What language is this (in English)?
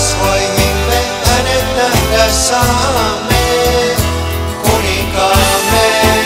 Finnish